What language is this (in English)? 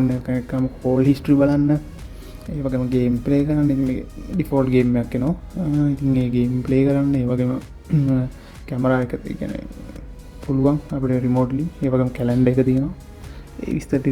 Sinhala